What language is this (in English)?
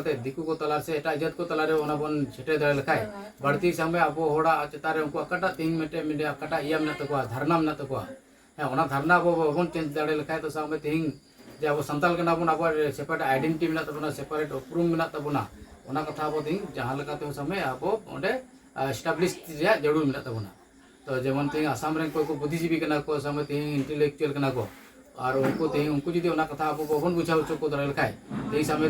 Santali